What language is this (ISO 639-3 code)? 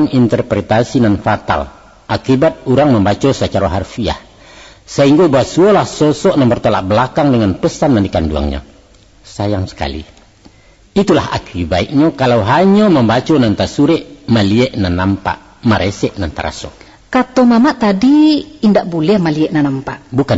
min